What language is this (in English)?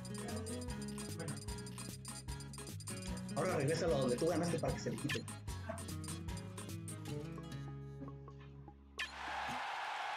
Spanish